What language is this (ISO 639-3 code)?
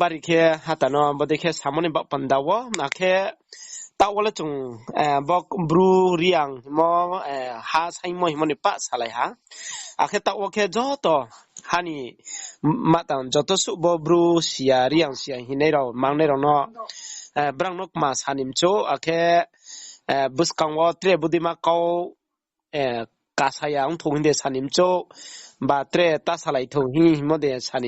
ria